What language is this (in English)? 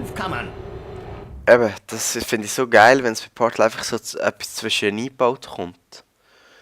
Swiss German